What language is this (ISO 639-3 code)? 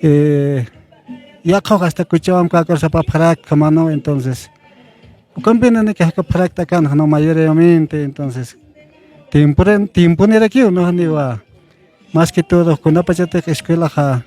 aym